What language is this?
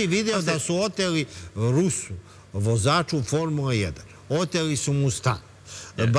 Serbian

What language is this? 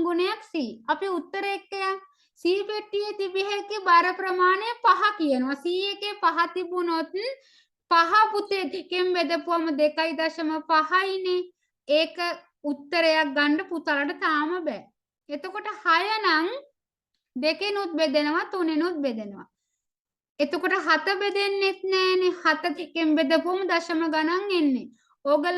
Sinhala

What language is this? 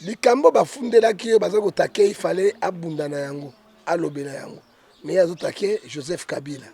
Lingala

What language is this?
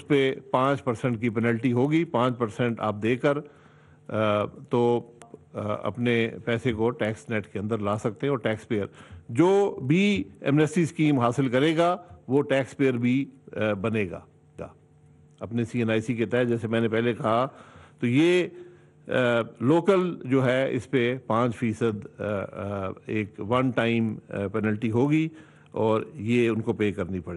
Urdu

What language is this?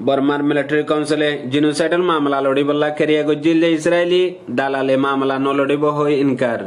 Rohingya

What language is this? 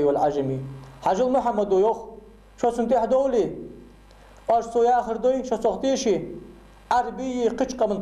Ingush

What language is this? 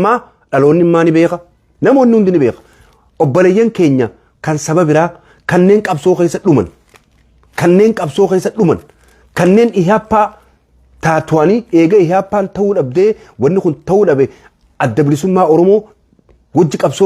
Oromo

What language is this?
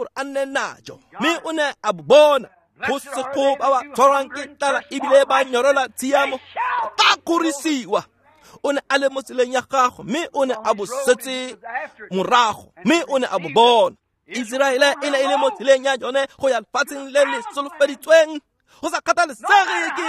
Tswana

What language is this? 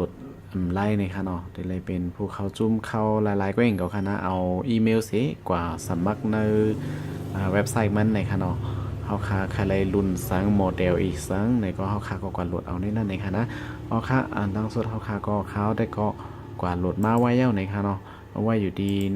Shan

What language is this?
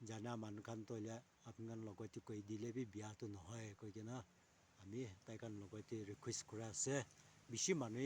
Naga Pidgin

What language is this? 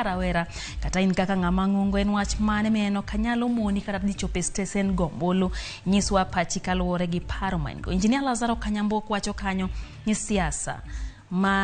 Luo (Kenya and Tanzania)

